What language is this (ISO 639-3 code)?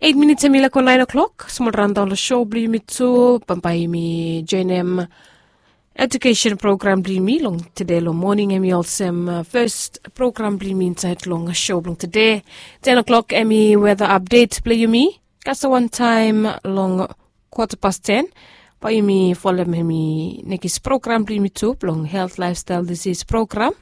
bis